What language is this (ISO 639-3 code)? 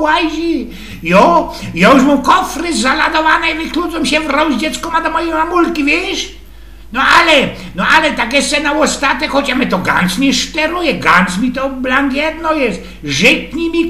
szl